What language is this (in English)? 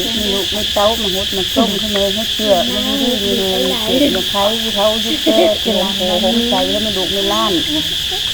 Lao